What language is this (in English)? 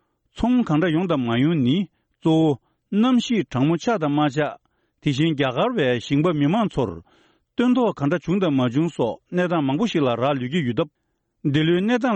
Tibetan